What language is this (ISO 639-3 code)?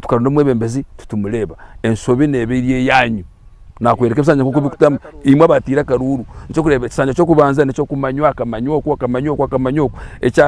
nyn